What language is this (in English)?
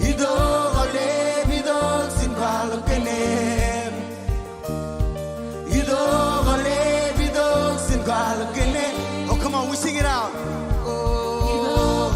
Marshallese